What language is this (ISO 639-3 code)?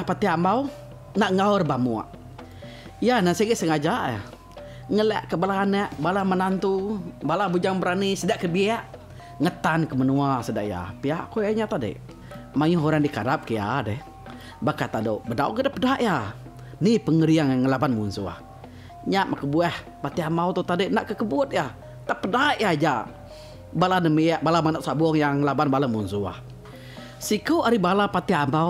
iba